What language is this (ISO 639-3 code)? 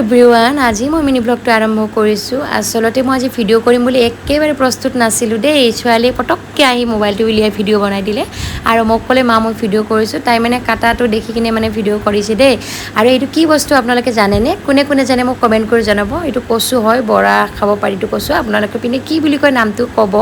asm